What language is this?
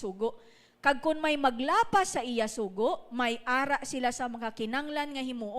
Hiligaynon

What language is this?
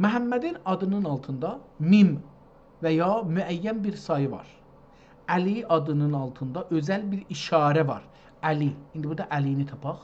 South Azerbaijani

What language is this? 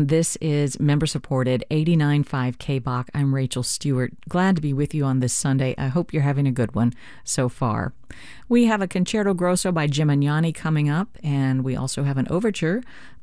English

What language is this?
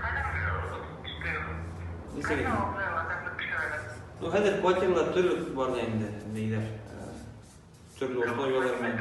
Bashkir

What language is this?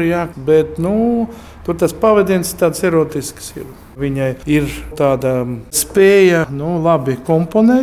Latvian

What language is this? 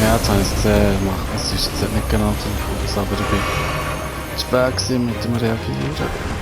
Swiss German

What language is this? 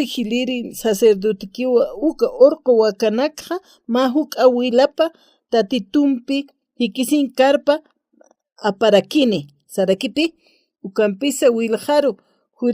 Aymara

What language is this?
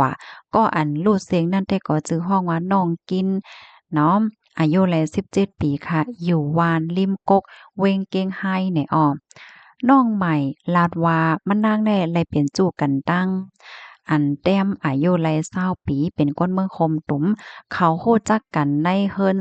Shan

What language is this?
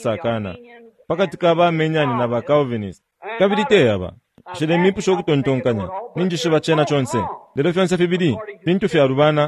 Bemba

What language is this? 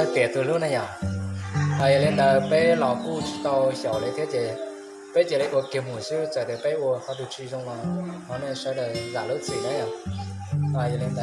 Hmong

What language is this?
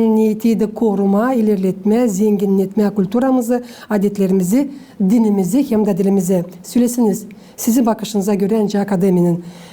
Gagauz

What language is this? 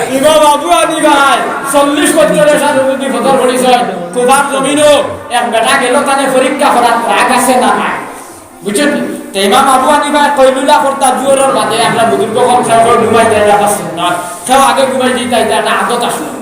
Sylheti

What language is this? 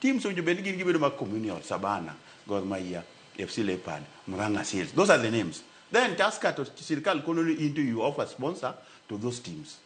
Luo (Kenya and Tanzania)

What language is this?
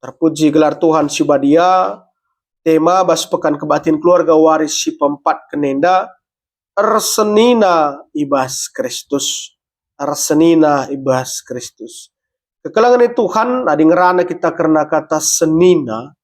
Batak Karo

